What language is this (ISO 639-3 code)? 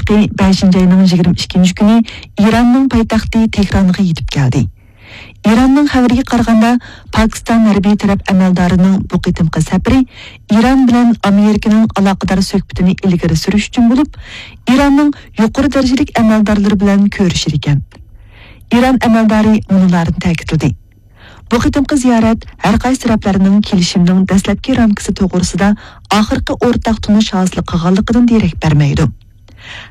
uig